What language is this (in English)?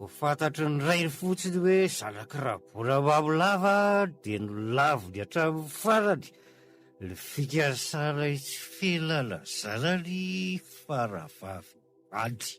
Malagasy